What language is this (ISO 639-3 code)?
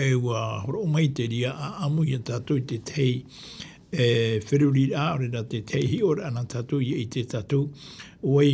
tah